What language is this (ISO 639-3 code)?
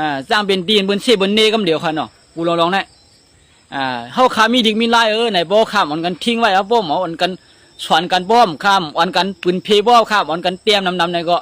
shn